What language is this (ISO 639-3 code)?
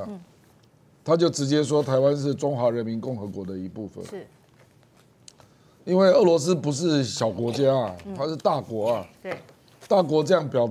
zho